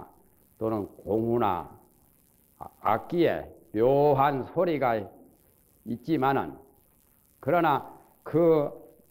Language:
Korean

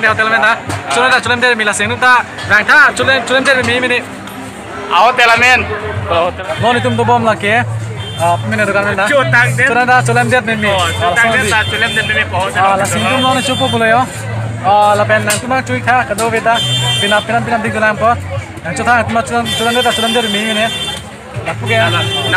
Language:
Karbi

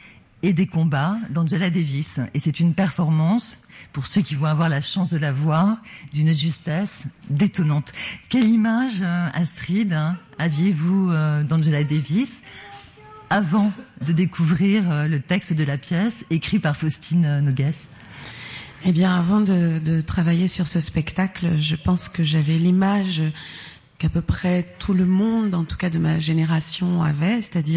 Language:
French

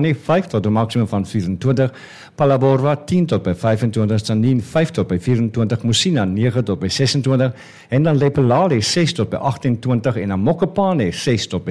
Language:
Afrikaans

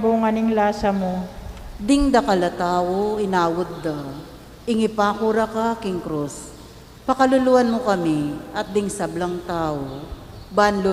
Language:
Pampanga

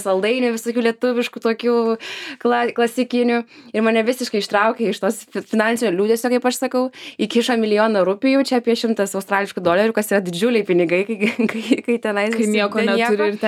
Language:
Lithuanian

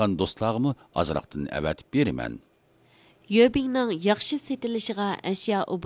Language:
Uyghur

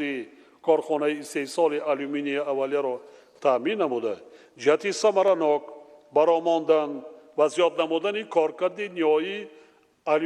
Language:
Tajik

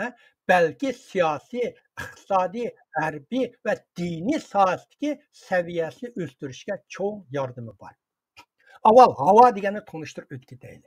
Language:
Uyghur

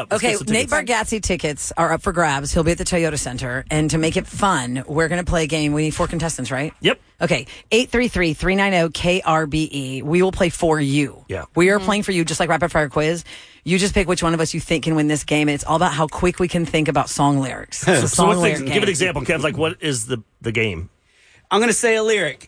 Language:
English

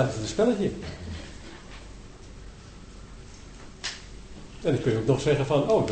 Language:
Dutch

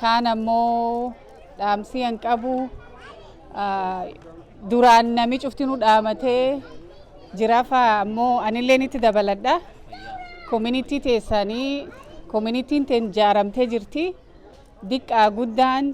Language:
Oromo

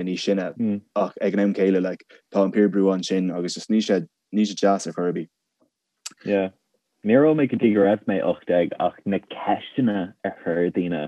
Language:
Irish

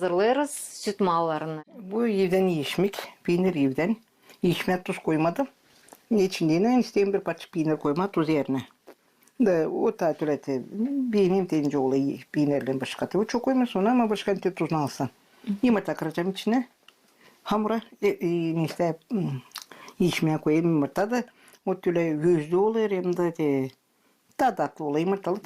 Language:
Gagauz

